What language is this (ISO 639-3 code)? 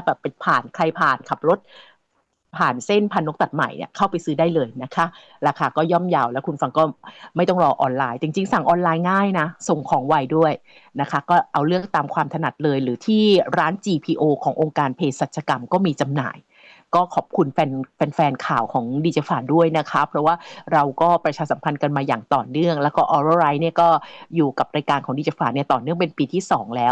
tha